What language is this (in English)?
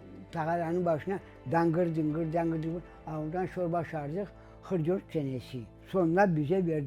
Crimean Tatar